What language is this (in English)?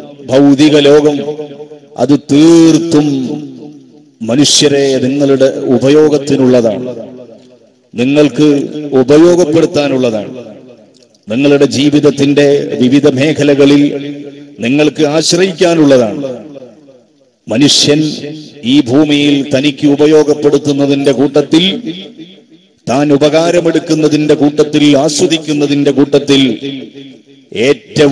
Malayalam